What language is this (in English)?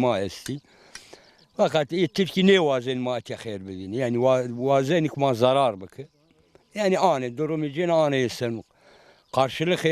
Zaza